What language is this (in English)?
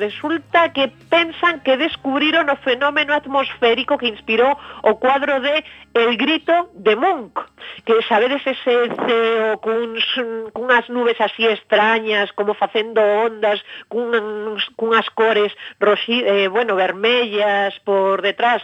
Galician